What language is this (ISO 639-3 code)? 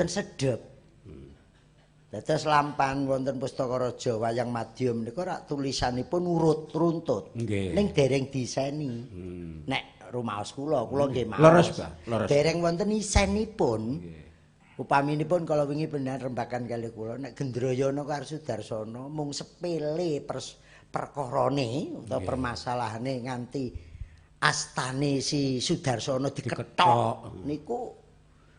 jav